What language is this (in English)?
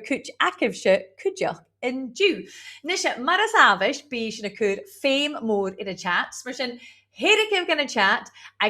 Scottish Gaelic